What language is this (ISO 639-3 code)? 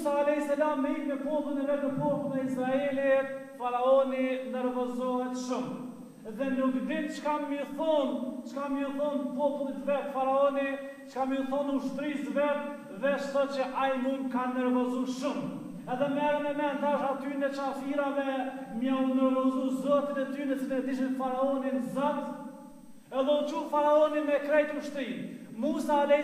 sqi